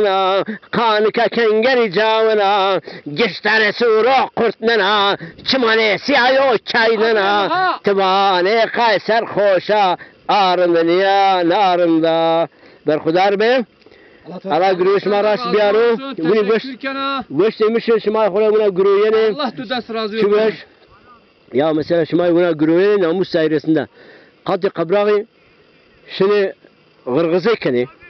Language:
Zaza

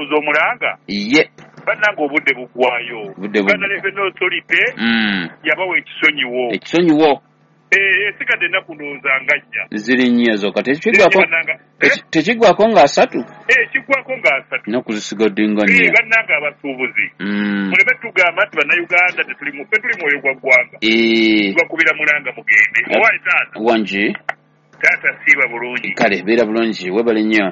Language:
Ganda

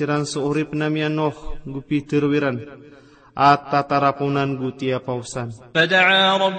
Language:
Maranao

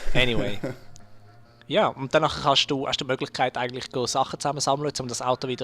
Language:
Swiss German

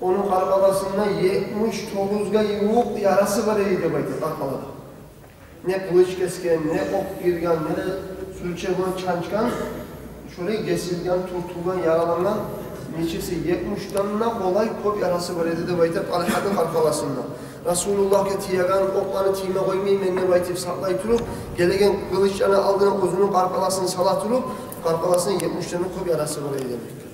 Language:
Kumyk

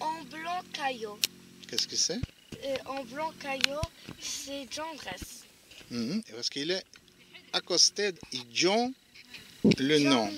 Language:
Walloon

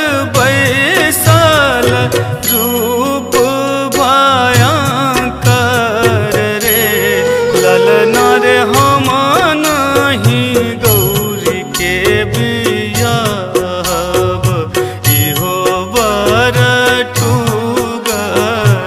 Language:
Bhojpuri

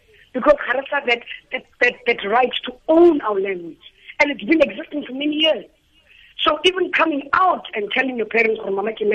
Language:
Tswana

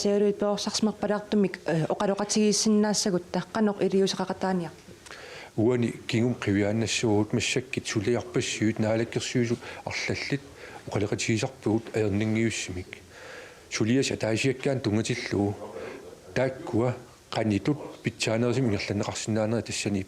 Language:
Kalaallisut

